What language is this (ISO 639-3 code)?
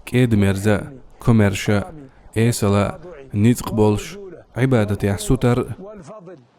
che